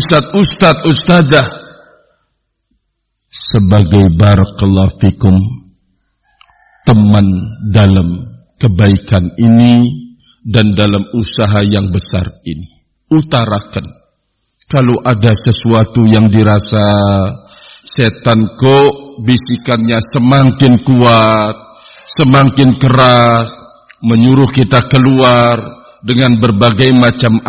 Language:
Indonesian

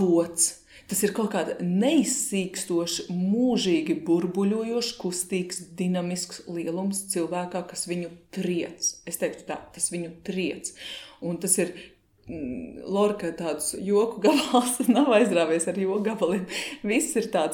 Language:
Latvian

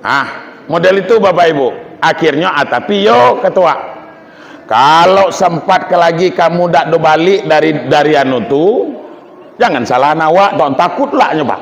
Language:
Minangkabau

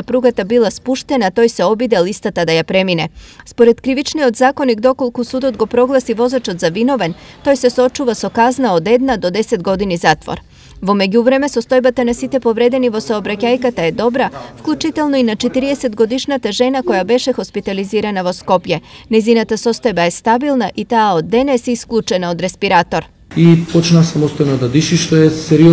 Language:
Macedonian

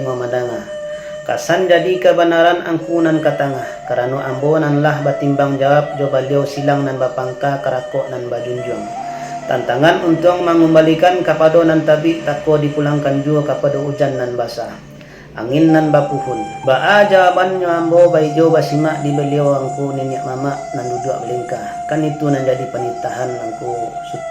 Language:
Minangkabau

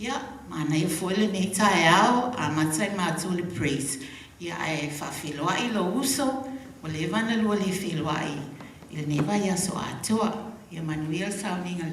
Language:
Samoan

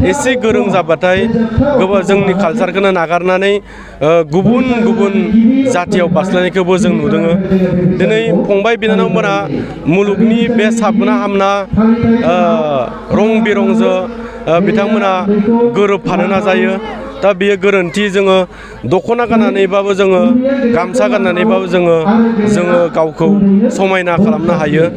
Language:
Bodo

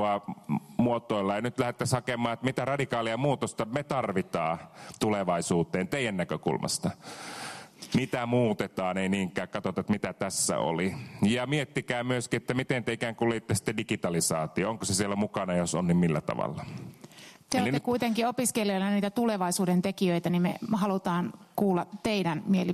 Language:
Finnish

